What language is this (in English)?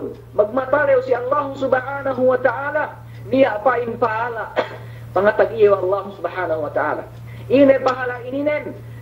Yakan